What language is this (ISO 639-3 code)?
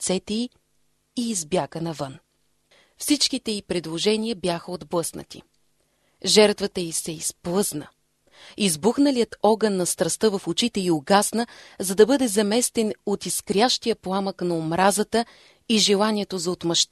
bul